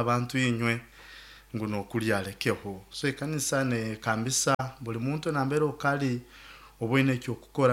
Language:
Nyoro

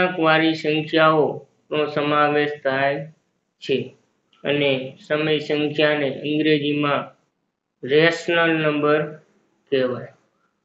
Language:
Gujarati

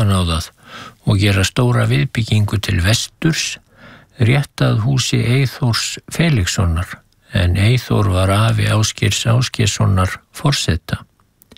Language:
Icelandic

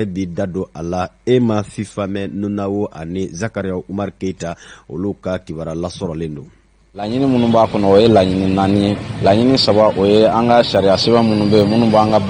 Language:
Bambara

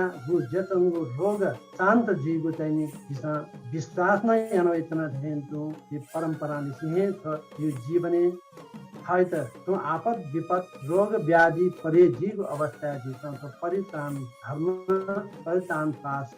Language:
Newari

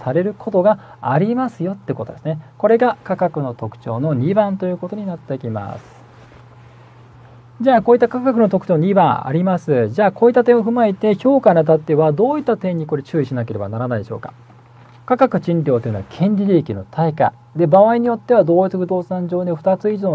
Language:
Japanese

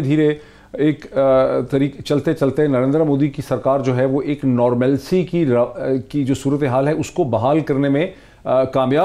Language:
Urdu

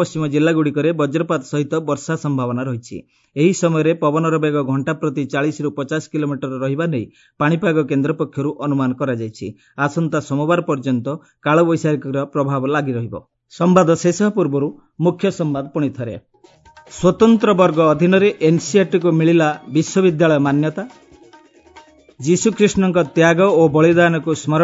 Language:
Odia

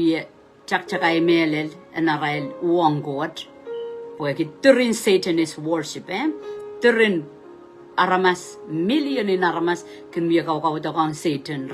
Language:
Pohnpeian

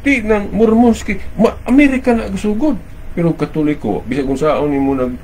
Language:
Cebuano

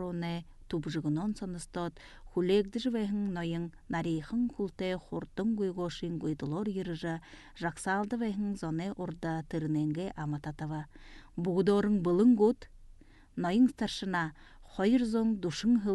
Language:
Buriat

